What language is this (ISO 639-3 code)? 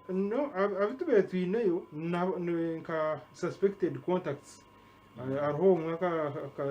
nyn